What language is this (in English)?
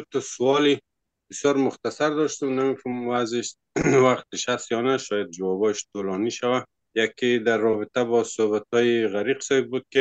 Persian